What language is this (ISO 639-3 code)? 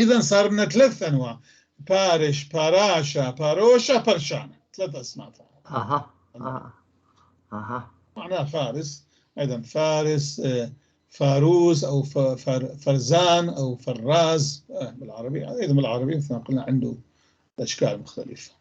apc